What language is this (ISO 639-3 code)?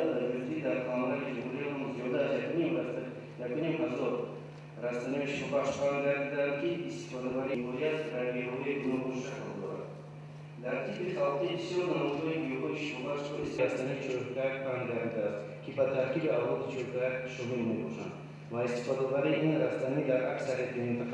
tgk